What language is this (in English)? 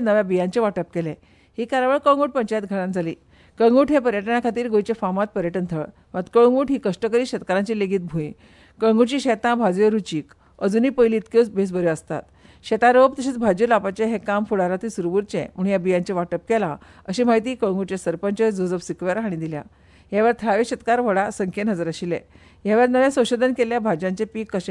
Konkani